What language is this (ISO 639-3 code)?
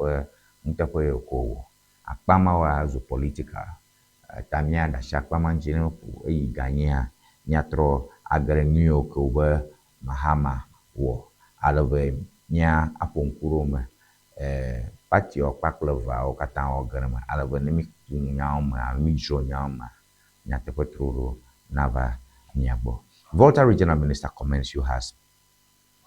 ewe